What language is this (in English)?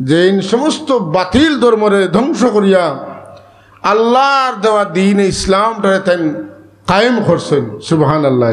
Sylheti